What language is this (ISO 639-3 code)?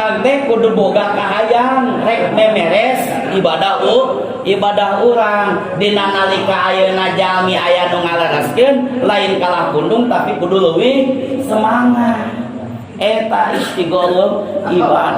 sun